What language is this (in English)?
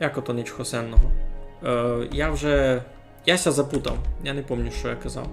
Rusyn